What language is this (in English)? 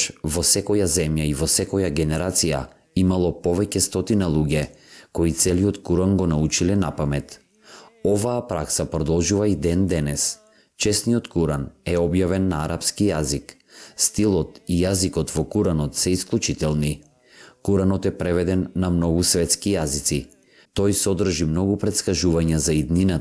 Macedonian